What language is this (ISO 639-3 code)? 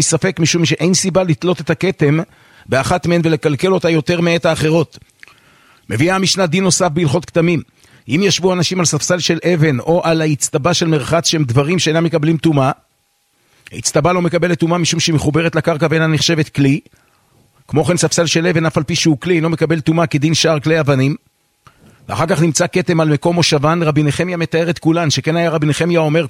heb